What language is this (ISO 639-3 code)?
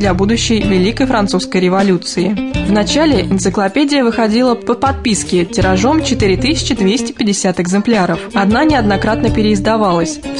rus